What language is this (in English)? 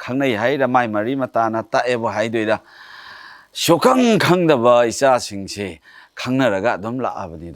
Manipuri